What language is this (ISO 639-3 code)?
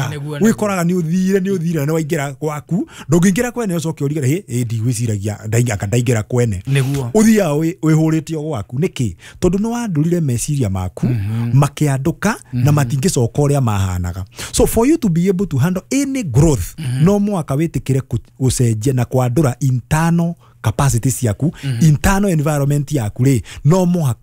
kik